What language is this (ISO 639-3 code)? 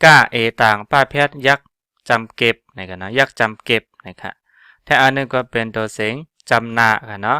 shn